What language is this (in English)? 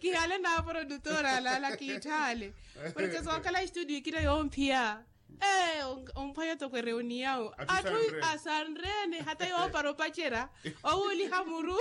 Makhuwa